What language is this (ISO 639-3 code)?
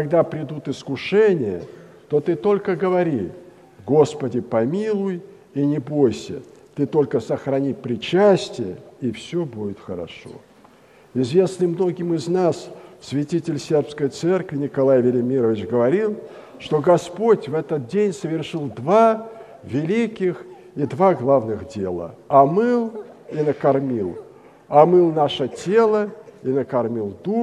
rus